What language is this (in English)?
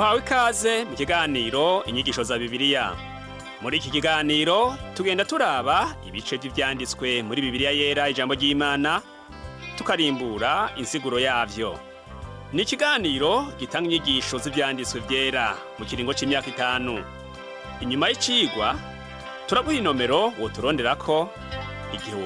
Rundi